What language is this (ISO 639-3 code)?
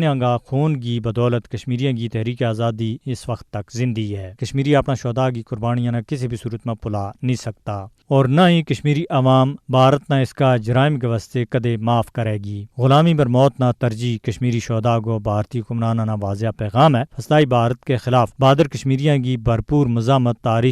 gju